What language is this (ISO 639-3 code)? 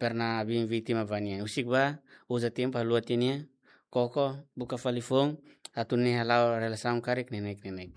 tet